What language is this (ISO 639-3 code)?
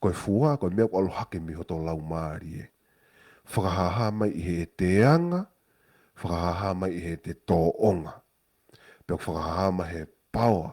ton